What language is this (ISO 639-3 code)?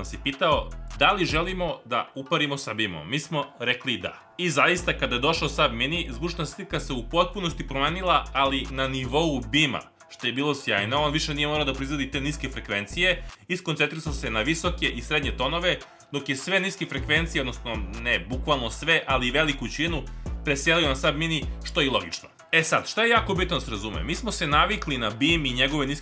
srp